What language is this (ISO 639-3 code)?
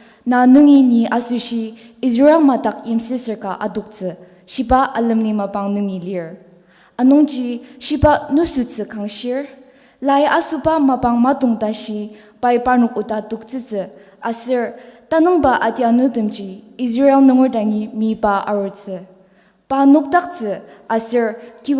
njo